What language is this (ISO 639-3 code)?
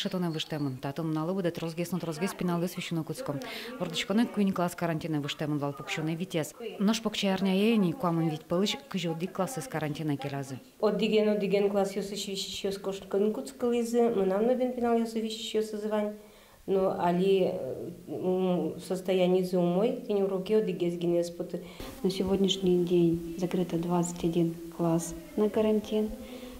udm